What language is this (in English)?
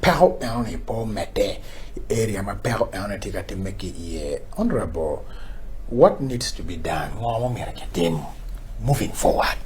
Acoli